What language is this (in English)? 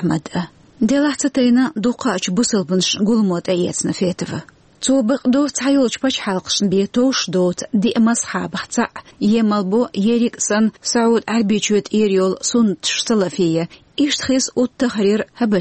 Chechen